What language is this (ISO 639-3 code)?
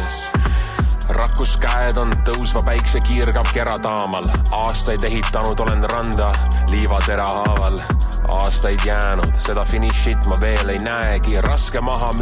est